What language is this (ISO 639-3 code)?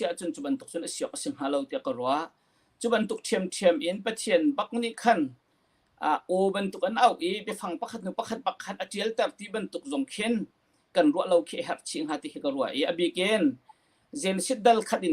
cnh